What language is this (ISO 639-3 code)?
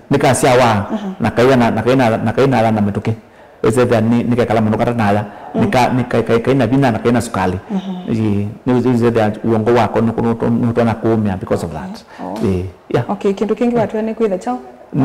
kam